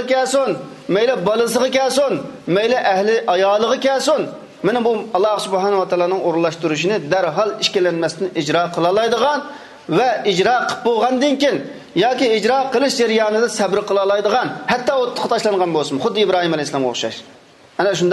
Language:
Uyghur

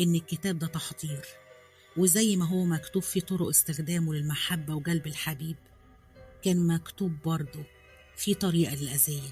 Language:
Egyptian Arabic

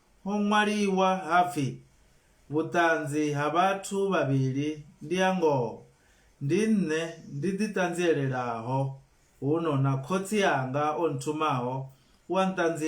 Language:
Venda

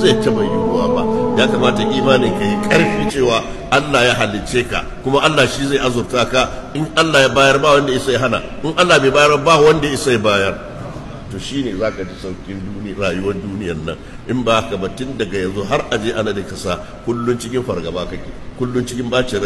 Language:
Hausa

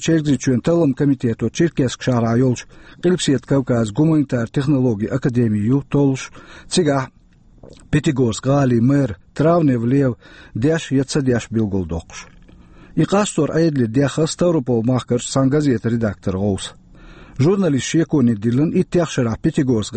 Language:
Chechen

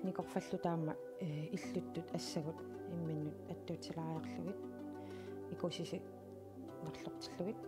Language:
Kalaallisut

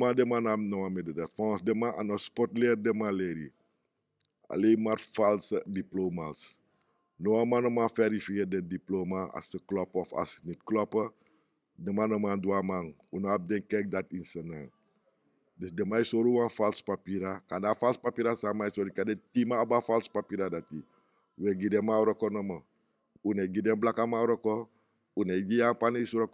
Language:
Sranan Tongo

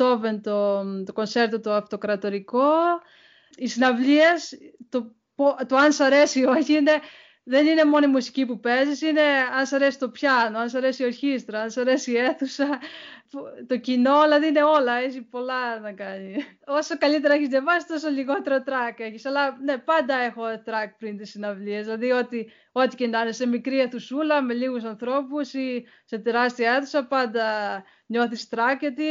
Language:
Greek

